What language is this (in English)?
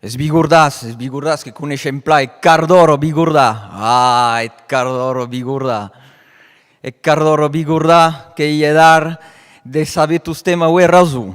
Occitan